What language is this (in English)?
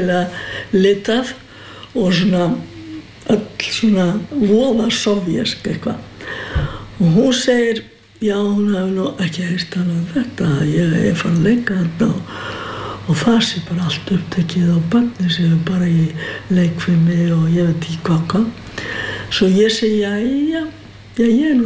Icelandic